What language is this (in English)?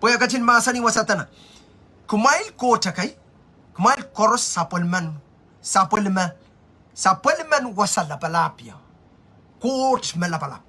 Pohnpeian